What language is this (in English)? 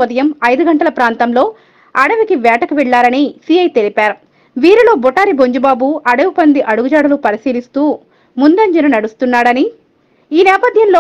Telugu